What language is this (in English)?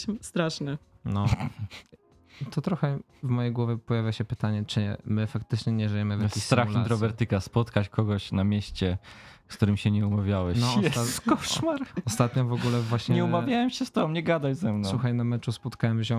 Polish